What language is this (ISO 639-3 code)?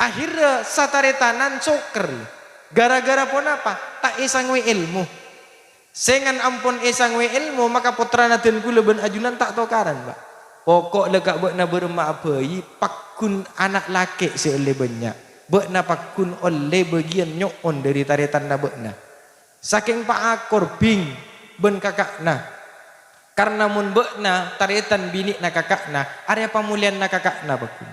mad